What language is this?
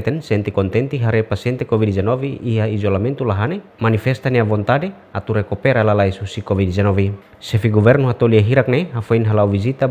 Tetum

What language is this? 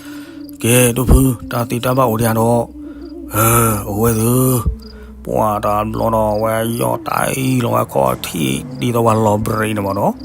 S'gaw Karen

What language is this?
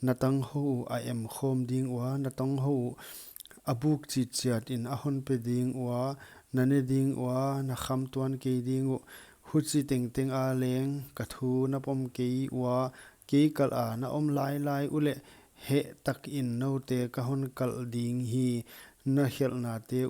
Paite Chin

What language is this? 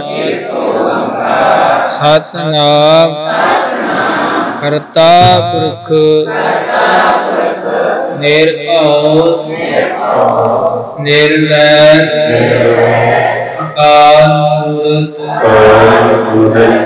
Punjabi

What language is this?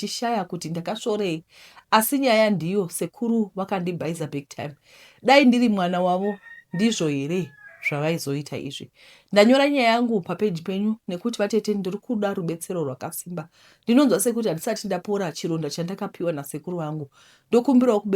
Shona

